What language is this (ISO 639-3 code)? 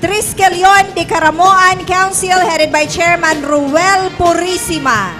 bik